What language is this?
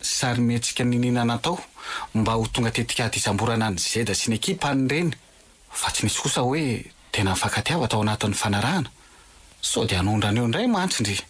Malagasy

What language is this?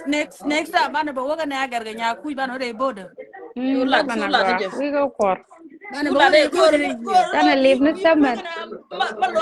Nuer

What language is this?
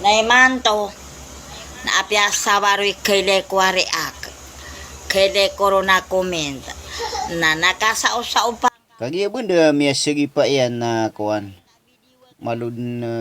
Maranao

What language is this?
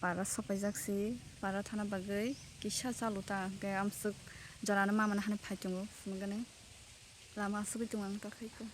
Kok Borok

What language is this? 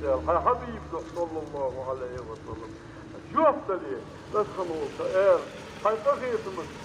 Ingush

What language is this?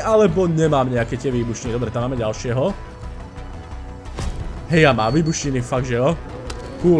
Slovak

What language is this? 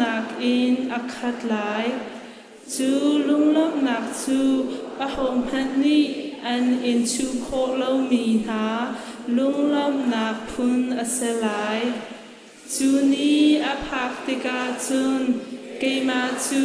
Hakha Chin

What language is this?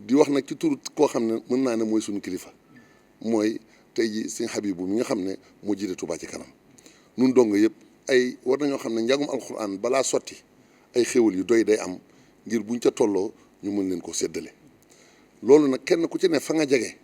Wolof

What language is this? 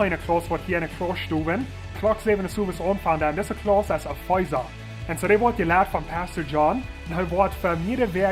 Plautdietsch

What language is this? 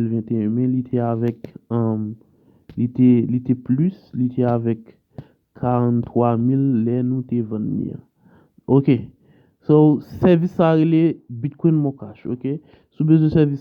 Haitian Creole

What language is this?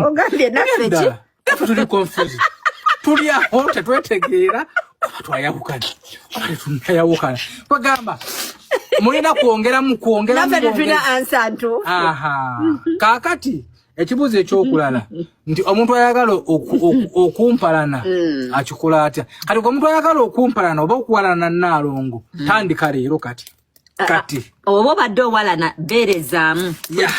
Ganda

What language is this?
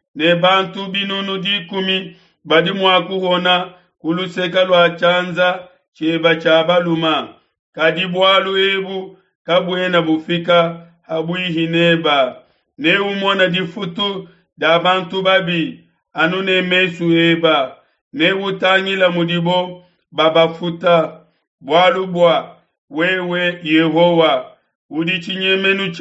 Luba-Lulua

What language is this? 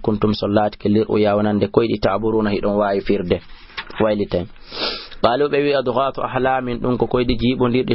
Fula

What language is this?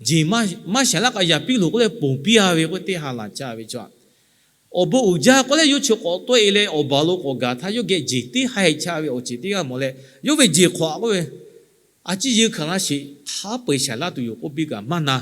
Lahu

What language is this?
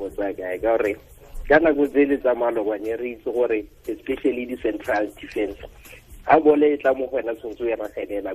Tswana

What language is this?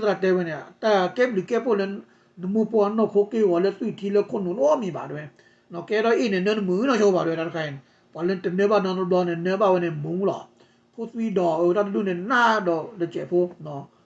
S'gaw Karen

